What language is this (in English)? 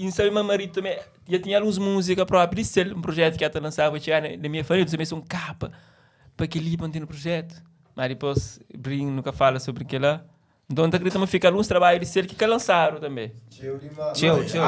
Kabuverdianu